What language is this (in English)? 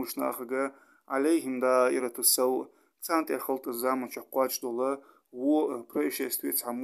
Ingush